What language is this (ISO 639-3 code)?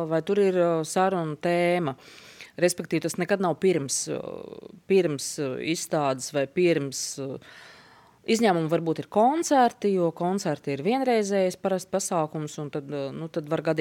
lav